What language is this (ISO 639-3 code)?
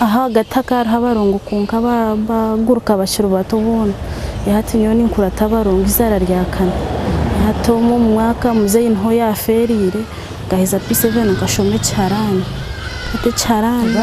nyn